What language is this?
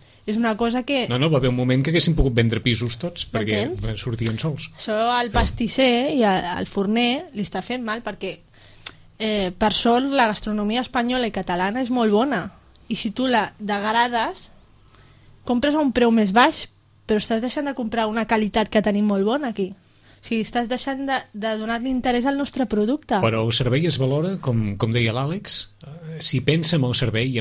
Catalan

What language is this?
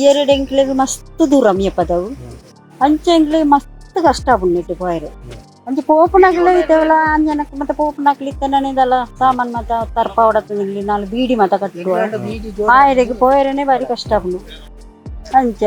Tulu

